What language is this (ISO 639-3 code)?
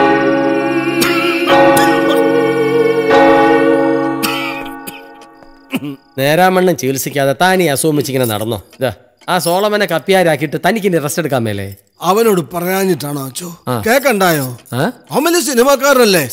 mal